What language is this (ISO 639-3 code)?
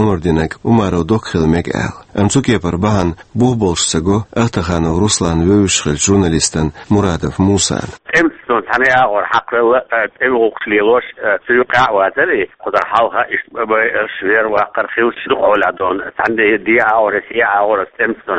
che